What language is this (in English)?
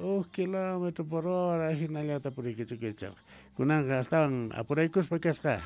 Quechua